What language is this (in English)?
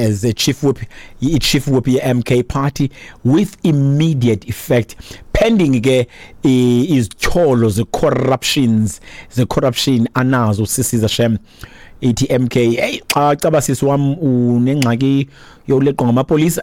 Xhosa